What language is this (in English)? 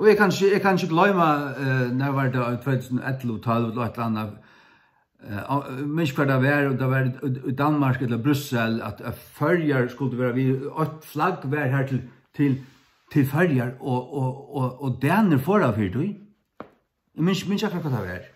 Faroese